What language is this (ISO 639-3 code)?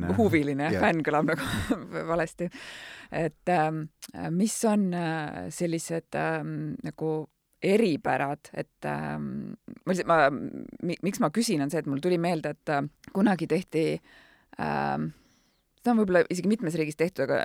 est